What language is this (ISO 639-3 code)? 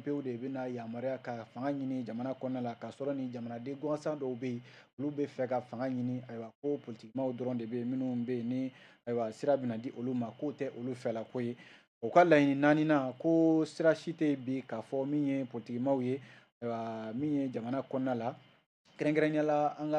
bam